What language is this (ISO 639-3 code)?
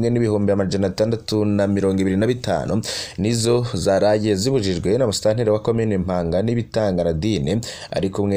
run